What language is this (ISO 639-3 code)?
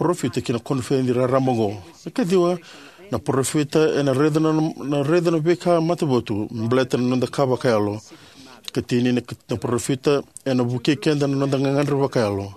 fij